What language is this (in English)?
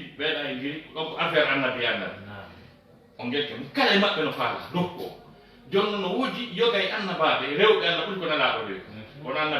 Fula